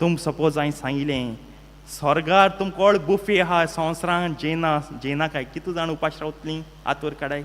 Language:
Konkani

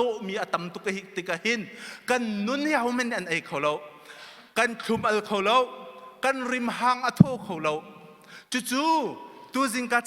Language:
Hakha Chin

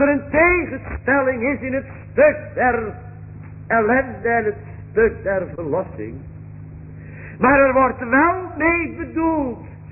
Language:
Dutch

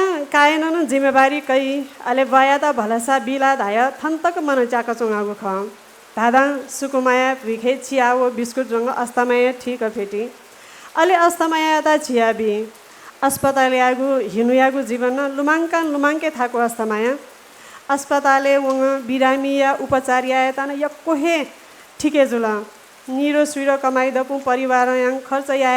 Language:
Newari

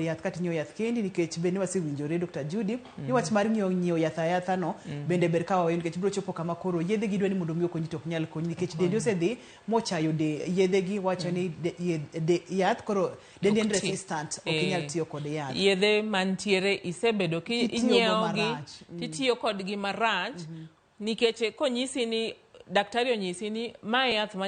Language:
Luo (Kenya and Tanzania)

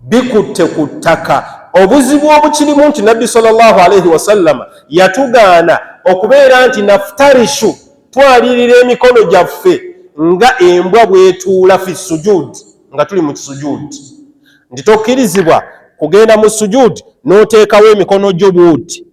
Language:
Ganda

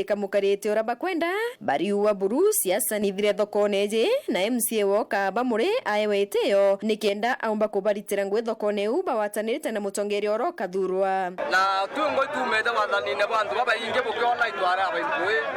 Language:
Meru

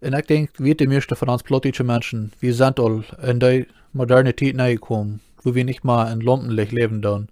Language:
Plautdietsch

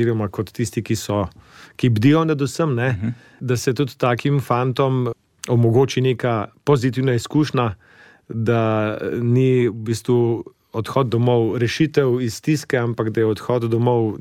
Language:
Slovenian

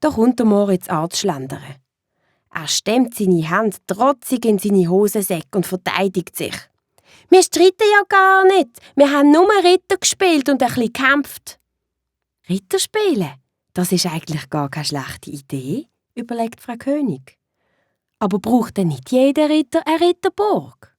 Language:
Swiss German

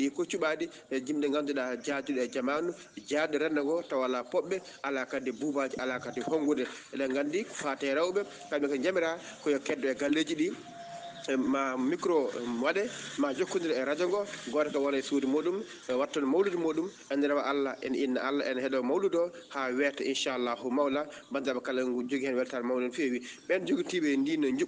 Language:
Fula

